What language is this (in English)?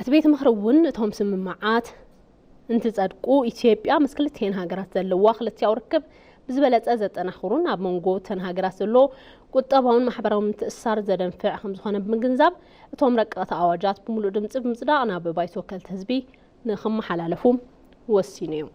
Tigrinya